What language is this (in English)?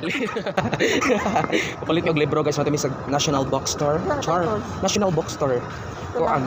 Cebuano